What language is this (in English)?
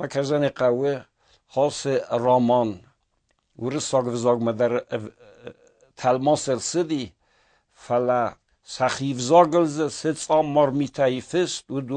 Ossetic